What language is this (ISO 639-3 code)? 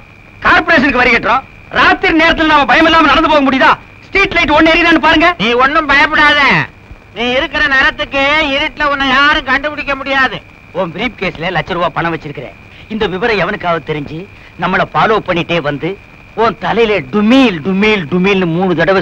tam